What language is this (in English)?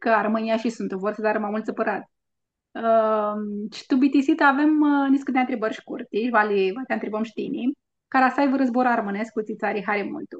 Aromanian